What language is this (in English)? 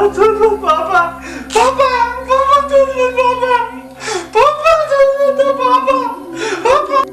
Kashmiri